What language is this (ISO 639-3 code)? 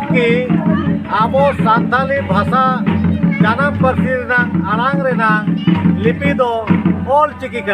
sat